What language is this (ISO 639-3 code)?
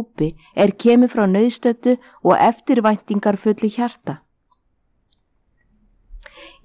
isl